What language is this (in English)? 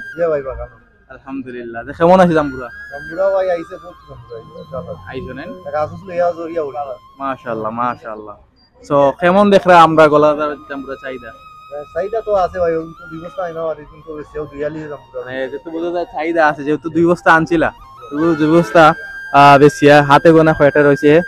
Sylheti